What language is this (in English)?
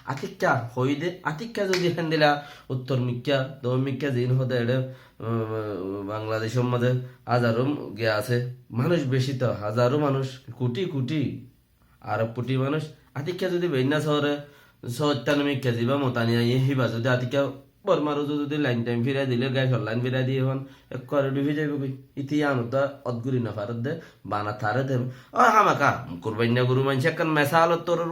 Rohingya